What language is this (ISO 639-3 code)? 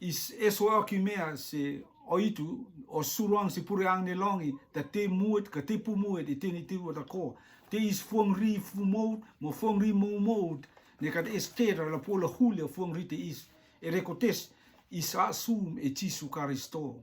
rtm